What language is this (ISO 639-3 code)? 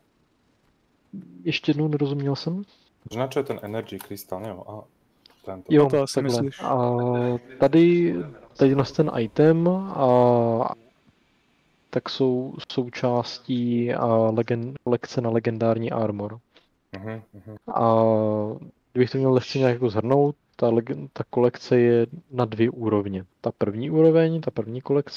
ces